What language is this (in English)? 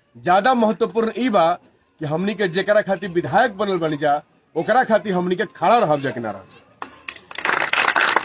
Bhojpuri